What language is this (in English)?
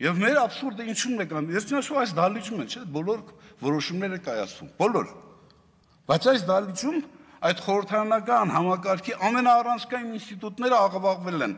Armenian